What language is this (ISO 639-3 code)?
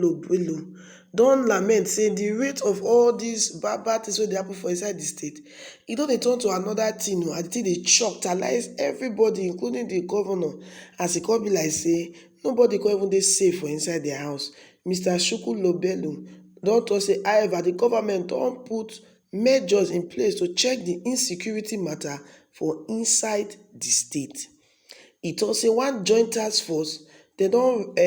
pcm